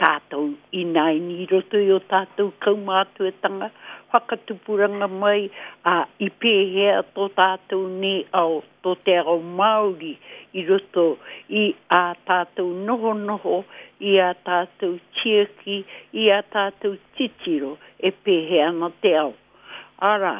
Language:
Māori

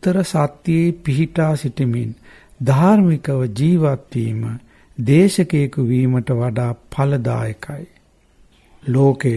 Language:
Sinhala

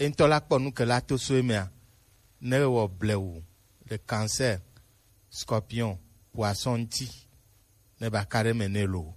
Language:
Gen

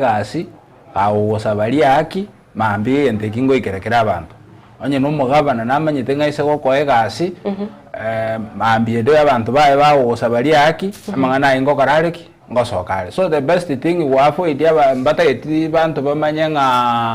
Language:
Gusii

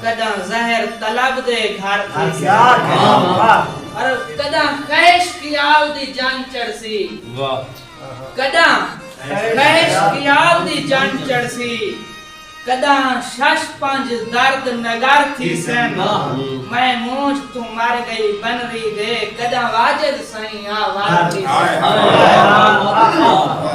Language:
Saraiki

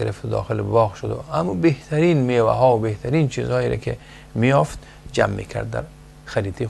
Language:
Persian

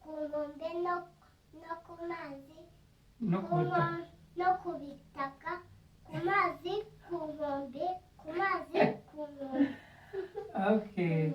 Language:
Kinyarwanda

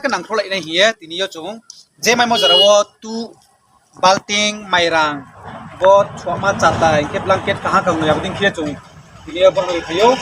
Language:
Riang (India)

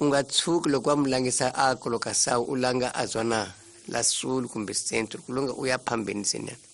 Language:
Tsonga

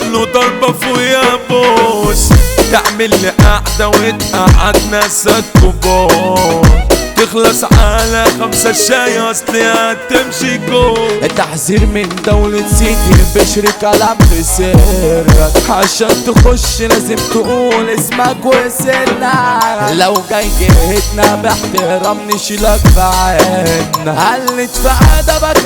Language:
Egyptian Arabic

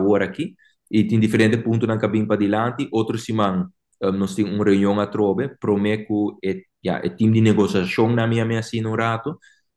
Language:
Papiamento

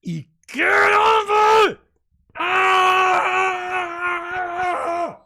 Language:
Bavarian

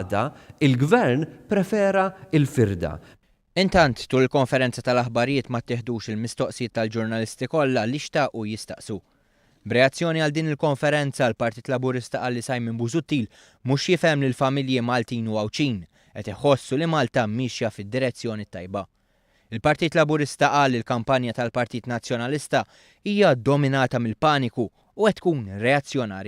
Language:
Maltese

